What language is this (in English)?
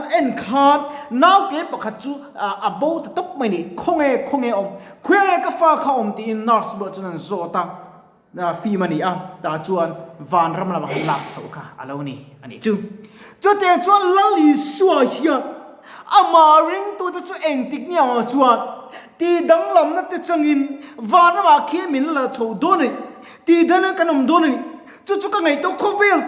Mizo